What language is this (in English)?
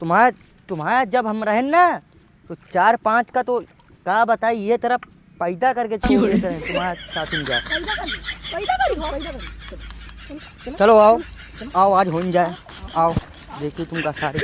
Awadhi